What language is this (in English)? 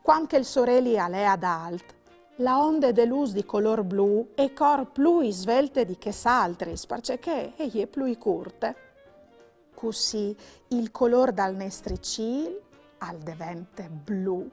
Friulian